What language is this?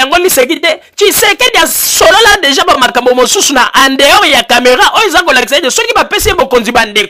Lingala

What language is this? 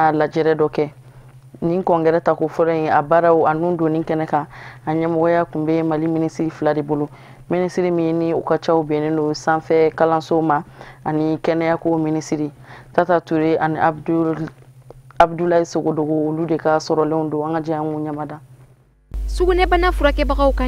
Bambara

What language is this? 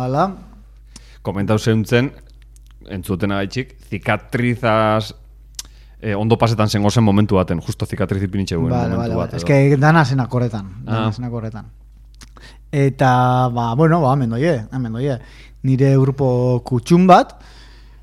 Basque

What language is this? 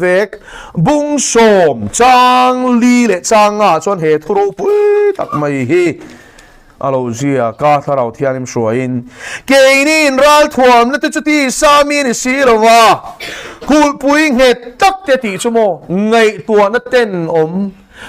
Mizo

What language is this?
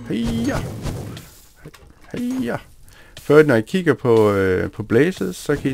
Danish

